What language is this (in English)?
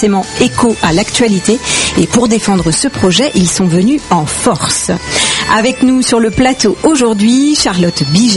French